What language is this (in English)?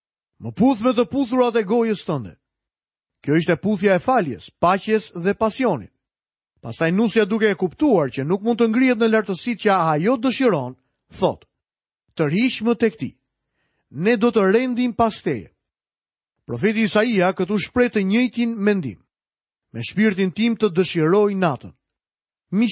Albanian